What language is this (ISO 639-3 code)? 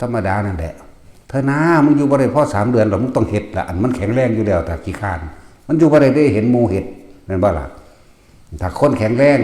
tts